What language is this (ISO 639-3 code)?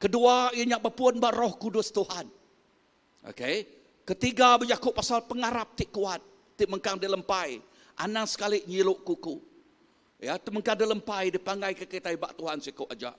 iba